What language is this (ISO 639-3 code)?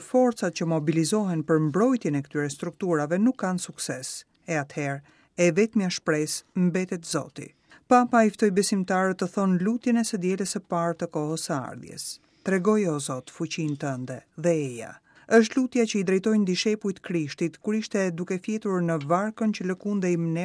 sqi